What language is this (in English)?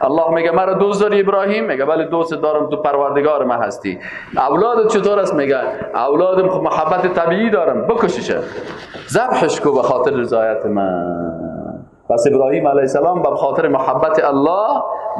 Persian